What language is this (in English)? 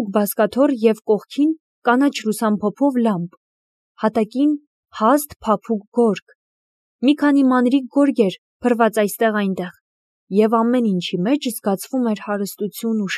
Armenian